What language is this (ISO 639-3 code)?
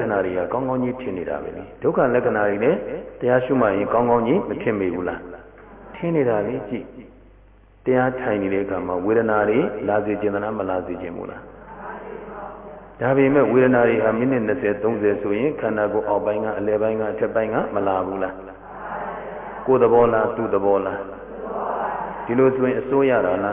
mya